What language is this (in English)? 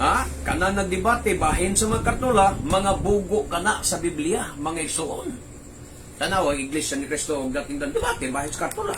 Cebuano